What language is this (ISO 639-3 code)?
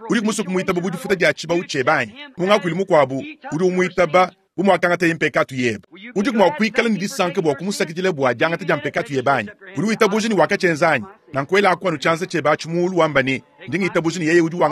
lua